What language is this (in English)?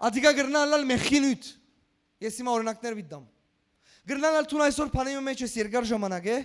Western Armenian